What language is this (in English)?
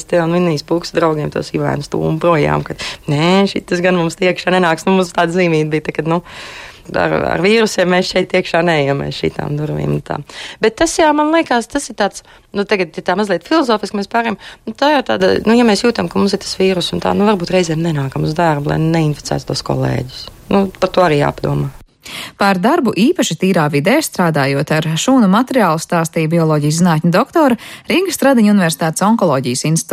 Latvian